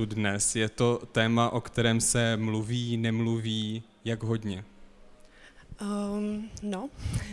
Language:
Czech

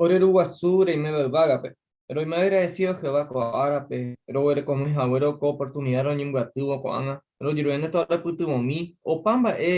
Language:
Guarani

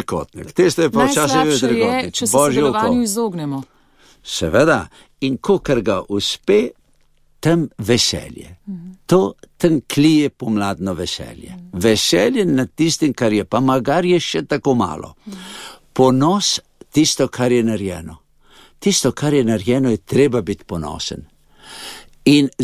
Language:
Slovenian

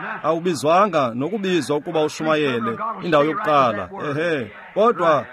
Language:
Xhosa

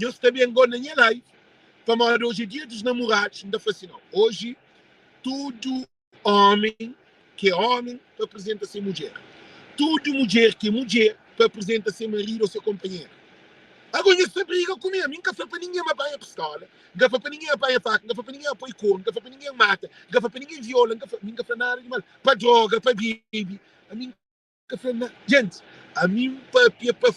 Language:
Kabuverdianu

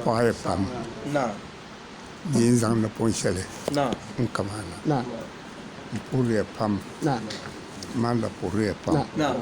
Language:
Dagbani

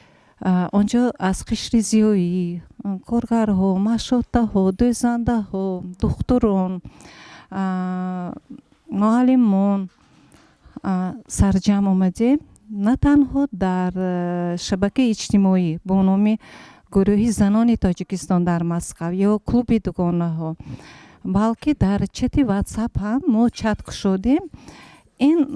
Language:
Tajik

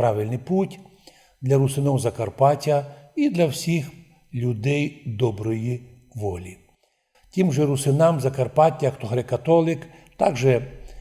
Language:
Rusyn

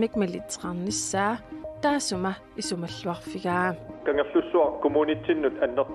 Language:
Kalaallisut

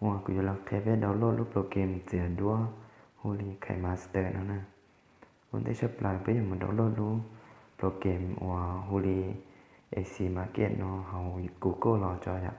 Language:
Hmong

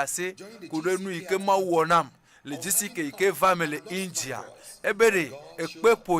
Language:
Ewe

